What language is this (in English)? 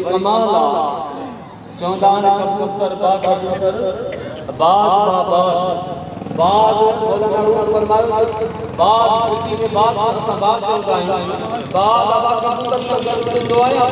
Urdu